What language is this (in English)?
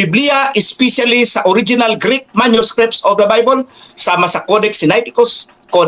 Cebuano